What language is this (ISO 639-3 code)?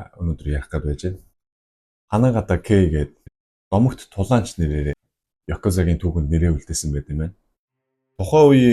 mon